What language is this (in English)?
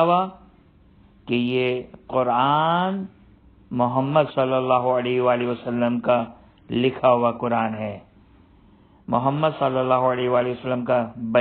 Urdu